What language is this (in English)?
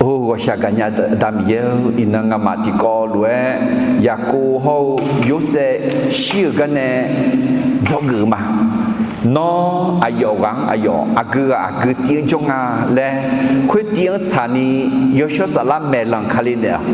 Akha